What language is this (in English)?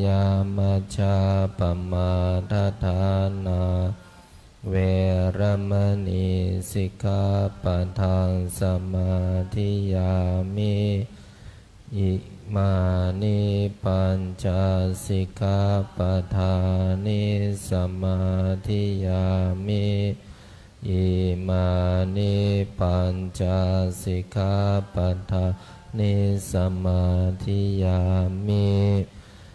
Pali